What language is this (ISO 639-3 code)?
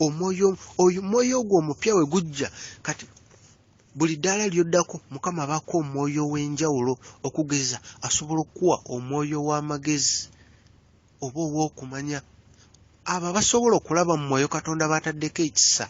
lug